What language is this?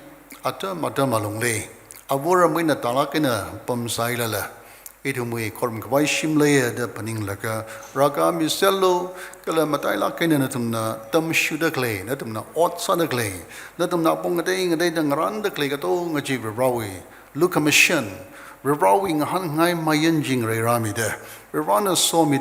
Tangkhul Naga (India)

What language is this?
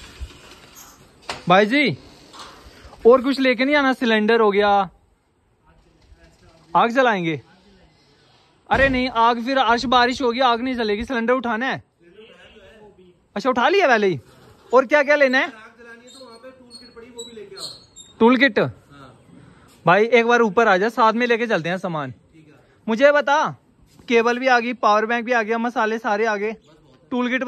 Hindi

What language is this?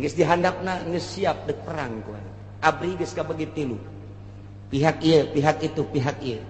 Sundanese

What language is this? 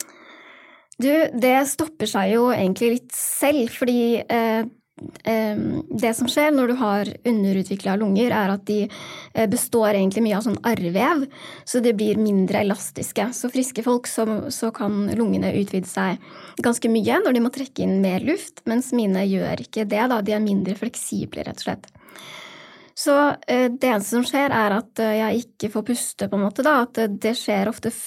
Norwegian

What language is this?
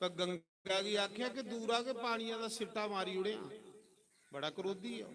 Dogri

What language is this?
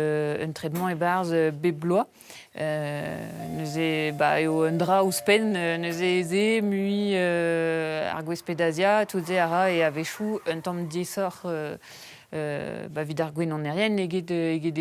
Breton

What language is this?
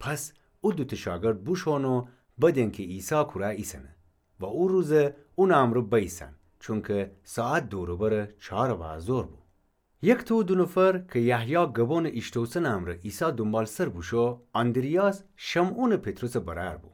Gilaki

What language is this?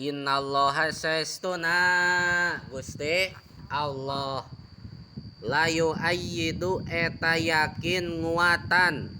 Sundanese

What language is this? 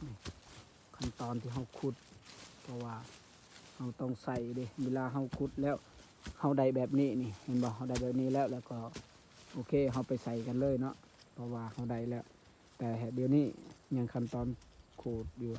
Lao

